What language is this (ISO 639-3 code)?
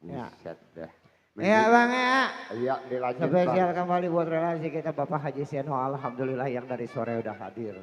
bew